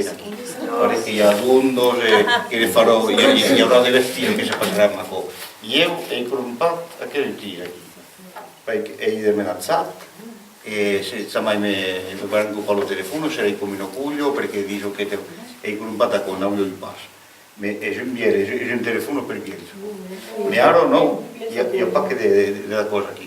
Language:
Occitan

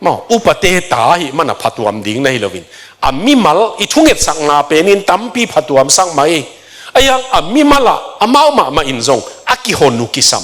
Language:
Tedim Chin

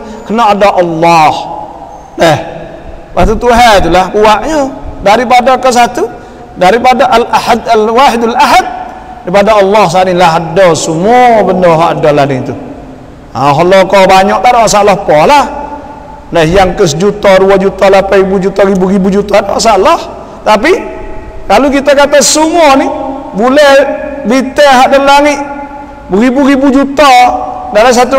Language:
Malay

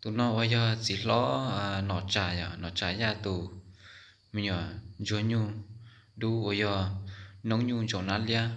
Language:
Hmong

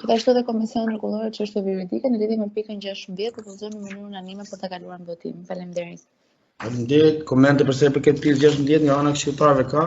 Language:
Albanian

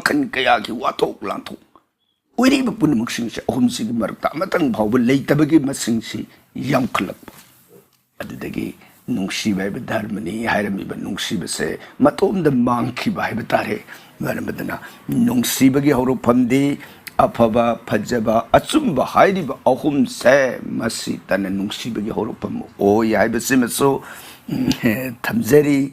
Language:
Manipuri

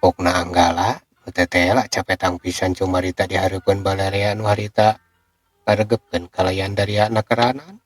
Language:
Sundanese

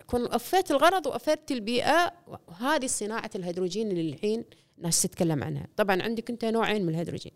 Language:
Gulf Arabic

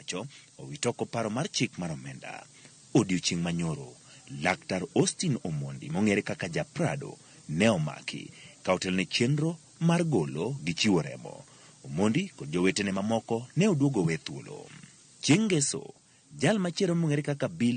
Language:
Luo (Kenya and Tanzania)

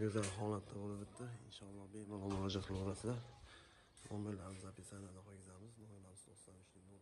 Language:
Uzbek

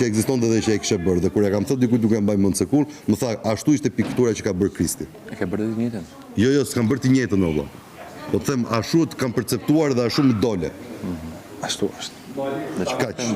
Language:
Albanian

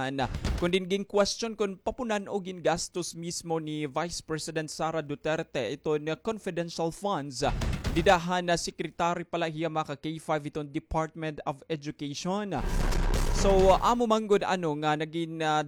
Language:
Waray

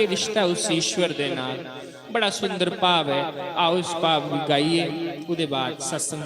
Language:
Dogri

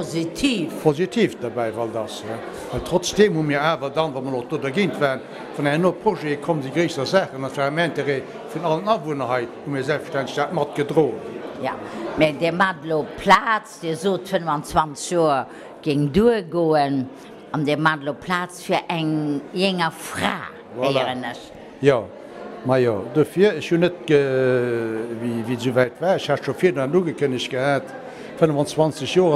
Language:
Luxembourgish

